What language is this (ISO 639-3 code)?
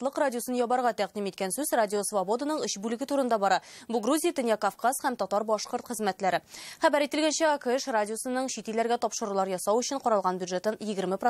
tat